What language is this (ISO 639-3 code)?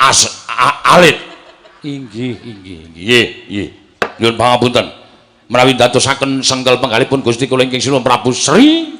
jav